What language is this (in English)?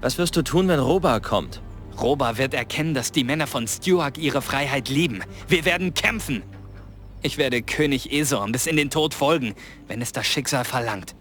Bavarian